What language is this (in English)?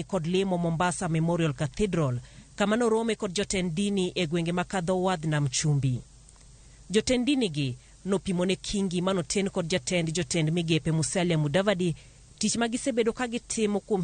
Luo (Kenya and Tanzania)